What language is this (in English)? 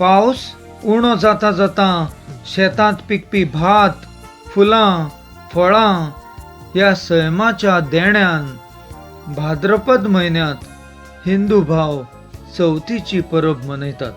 Konkani